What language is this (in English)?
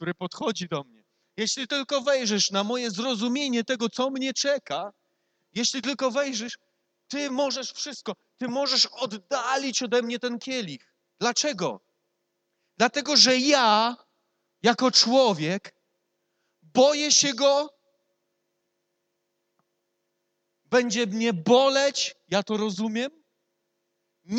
Polish